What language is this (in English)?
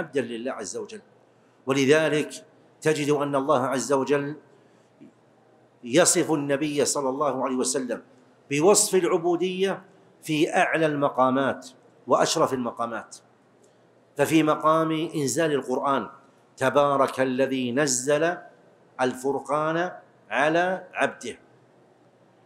Arabic